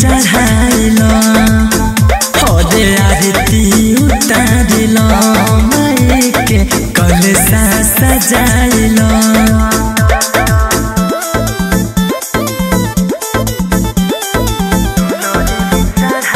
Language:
Bhojpuri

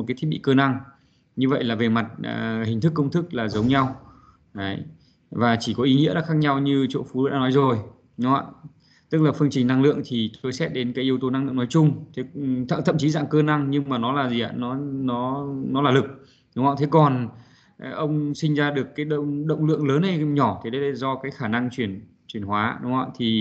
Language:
Vietnamese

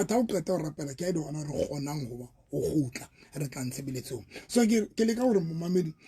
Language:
Southern Sotho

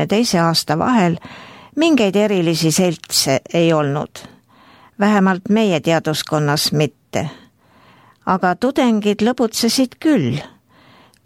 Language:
Estonian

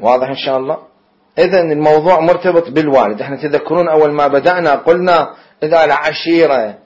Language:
Mesopotamian Arabic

